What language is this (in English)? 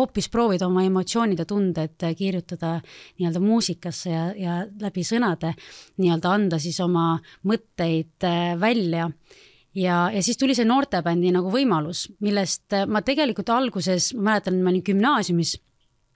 Estonian